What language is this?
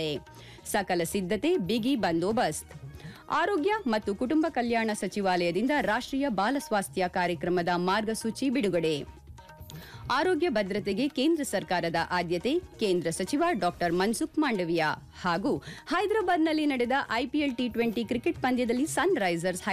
Kannada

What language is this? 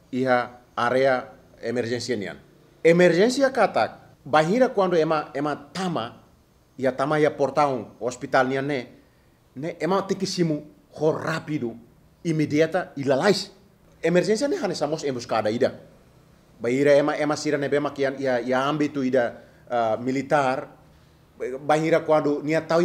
Tetum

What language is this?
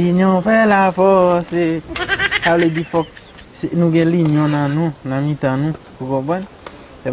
Haitian Creole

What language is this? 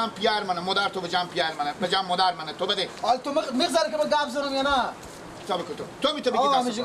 Persian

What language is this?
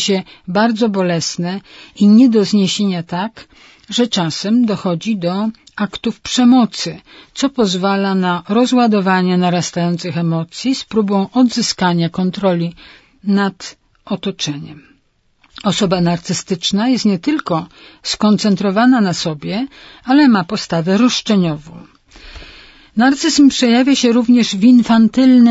Polish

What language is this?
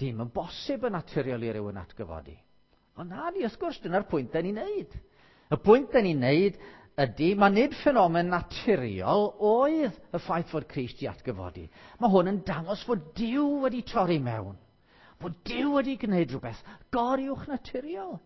Welsh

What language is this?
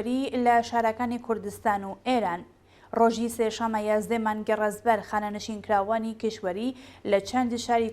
Central Kurdish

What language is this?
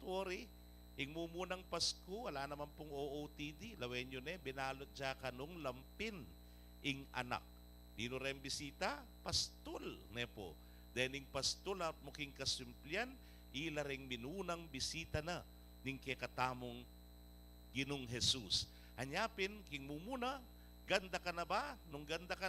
Pampanga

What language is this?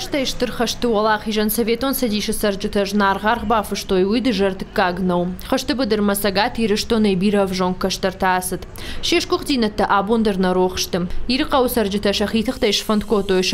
Ossetic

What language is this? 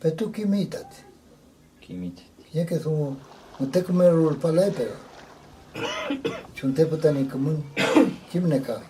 Mapuche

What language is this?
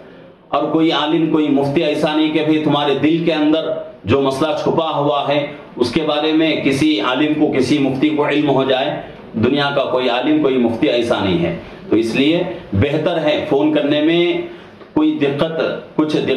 Urdu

